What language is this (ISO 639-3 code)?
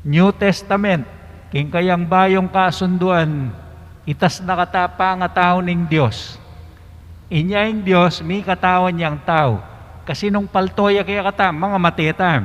pam